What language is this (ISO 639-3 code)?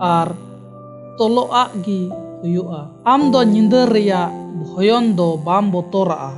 sat